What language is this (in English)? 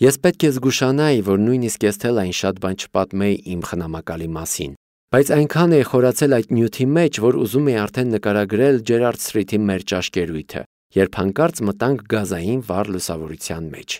Armenian